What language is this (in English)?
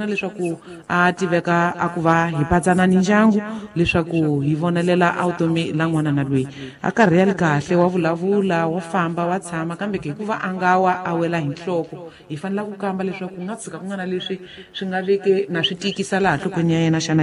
Tsonga